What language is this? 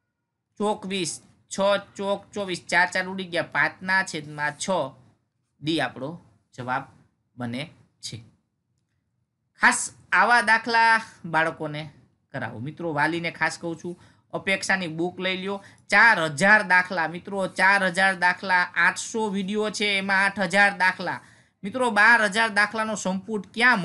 Gujarati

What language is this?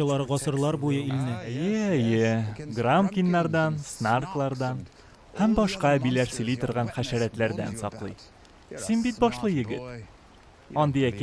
Tatar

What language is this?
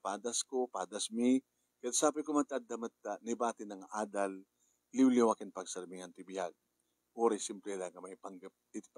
Iloko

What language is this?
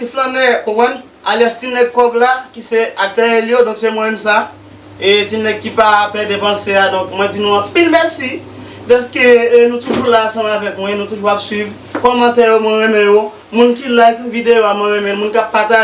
Haitian Creole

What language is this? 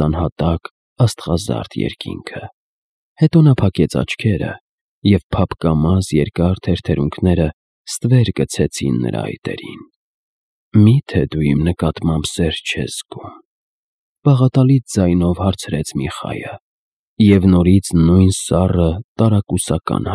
Armenian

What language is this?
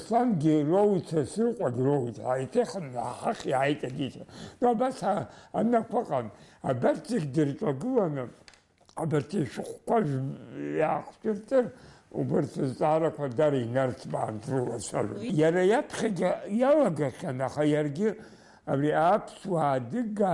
Abkhazian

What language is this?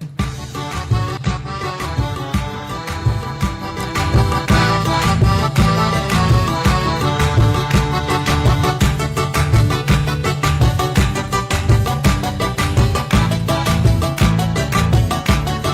Divehi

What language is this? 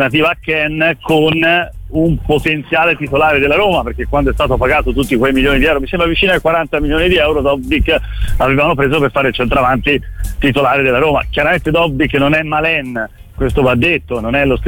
Italian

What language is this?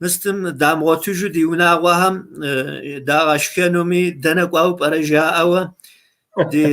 Kabardian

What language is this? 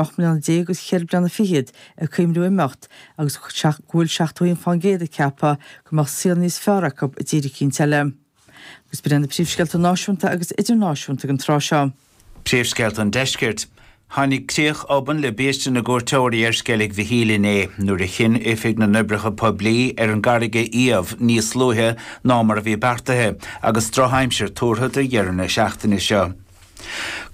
Irish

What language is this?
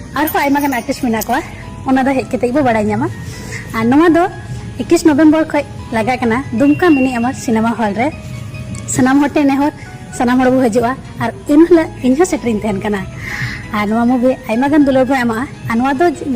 Santali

